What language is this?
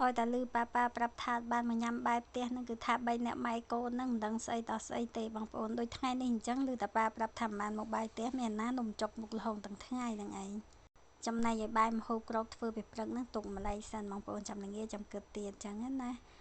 Khmer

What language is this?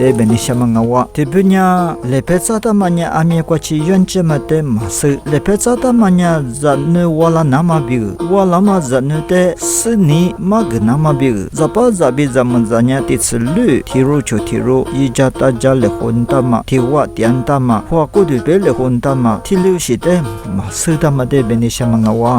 Lisu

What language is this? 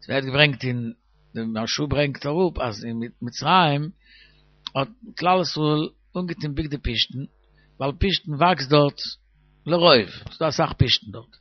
Yiddish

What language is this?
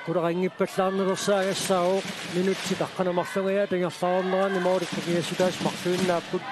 Kalaallisut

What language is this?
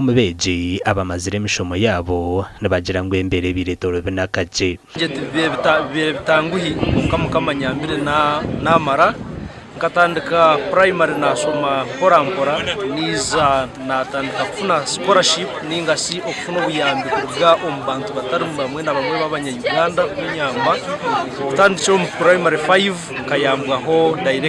Nyankole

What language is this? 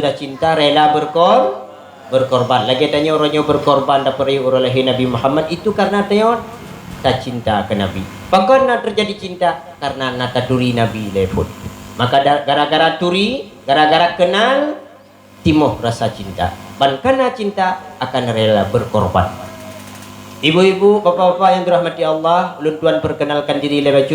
Achinese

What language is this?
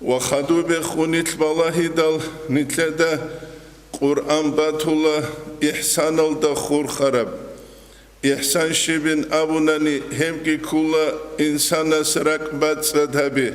Avaric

